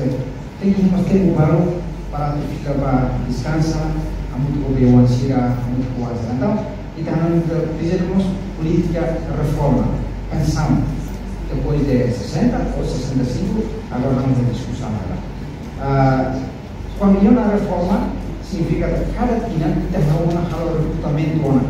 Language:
Tetum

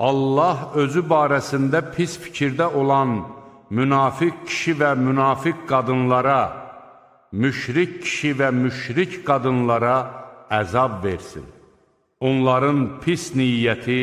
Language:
Azerbaijani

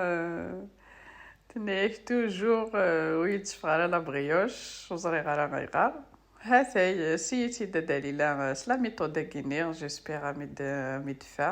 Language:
Kabyle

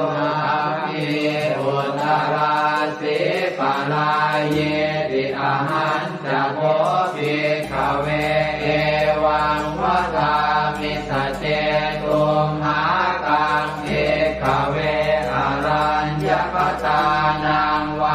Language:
Pali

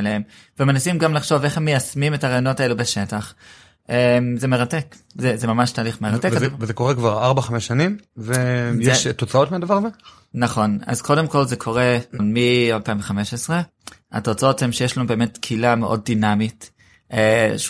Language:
Hebrew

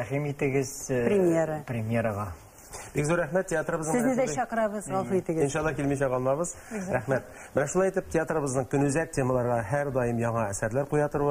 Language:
Tatar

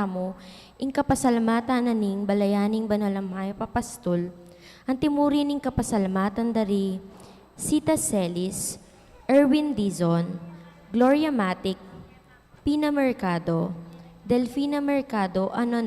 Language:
Pampanga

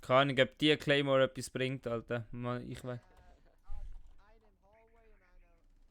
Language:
Swiss German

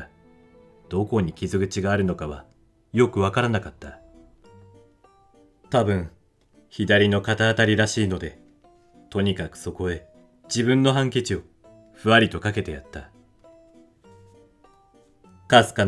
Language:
Japanese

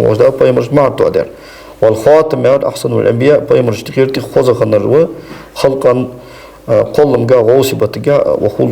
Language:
Ingush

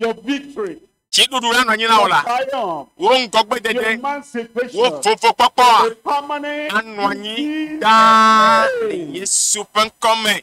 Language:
Ewe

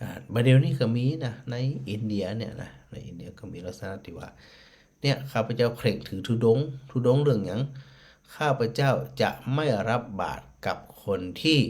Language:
Northern Thai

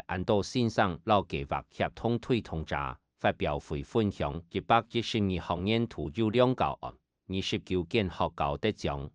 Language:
Hakka Chinese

